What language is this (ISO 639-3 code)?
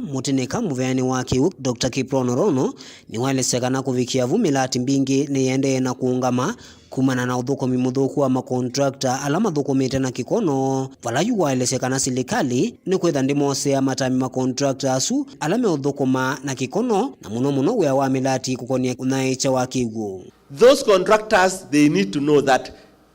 kam